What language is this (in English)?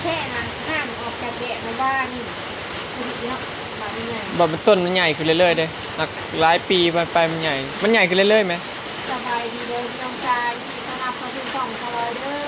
Northeastern Thai